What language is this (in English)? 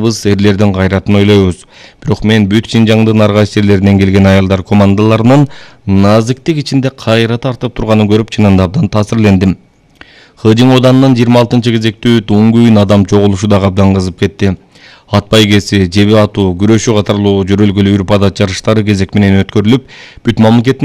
Kyrgyz